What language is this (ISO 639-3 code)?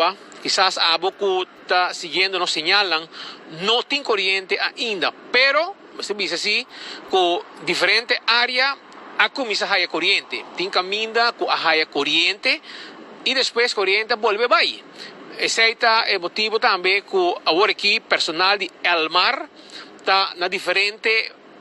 pap